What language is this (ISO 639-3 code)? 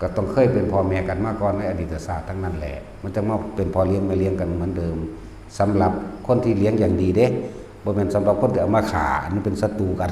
tts